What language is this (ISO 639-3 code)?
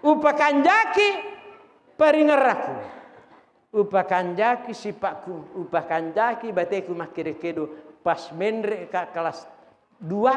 bug